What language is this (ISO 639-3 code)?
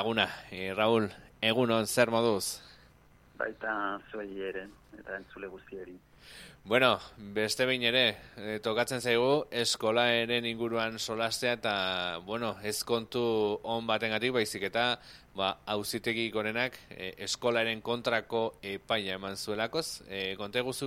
eus